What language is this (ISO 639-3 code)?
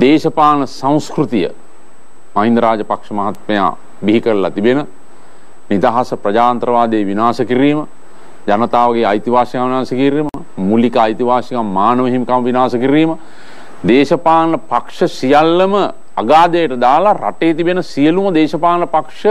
sin